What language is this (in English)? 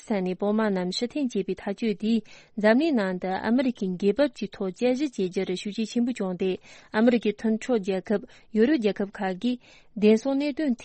Tibetan